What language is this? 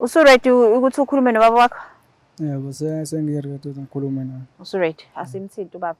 Zulu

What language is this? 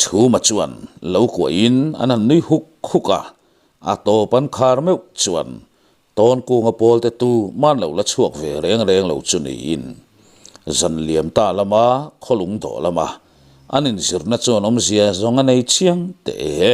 Mizo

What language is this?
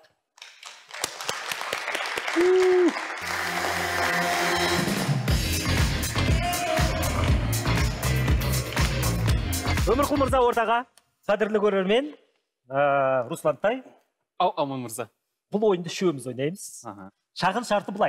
Kazakh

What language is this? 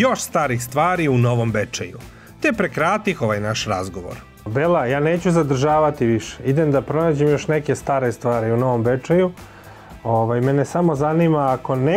Serbian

